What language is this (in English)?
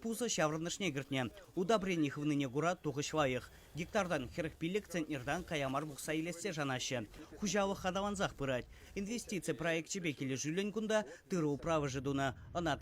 Chuvash